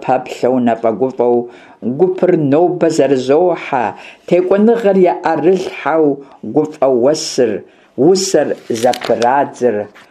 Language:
Kabardian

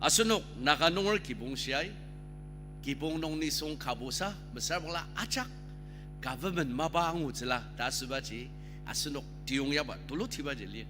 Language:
Ao Naga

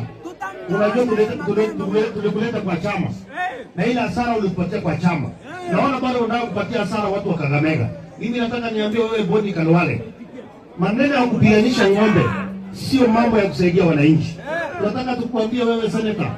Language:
Swahili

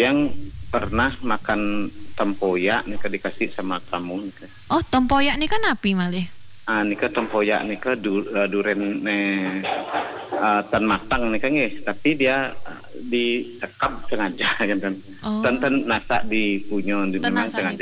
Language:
Balinese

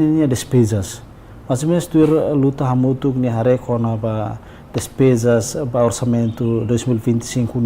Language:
Tetum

